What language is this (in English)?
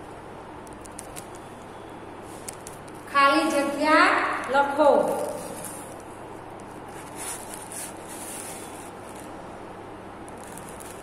Gujarati